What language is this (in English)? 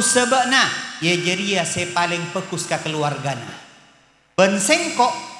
Madurese